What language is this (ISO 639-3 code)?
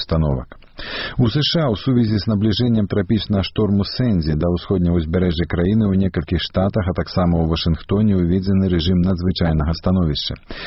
bel